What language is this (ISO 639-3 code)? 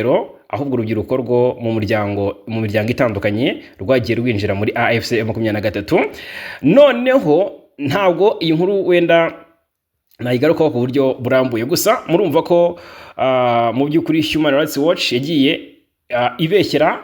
kin